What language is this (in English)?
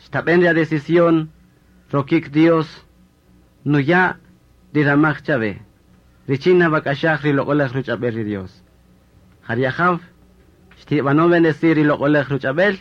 Kaqchikel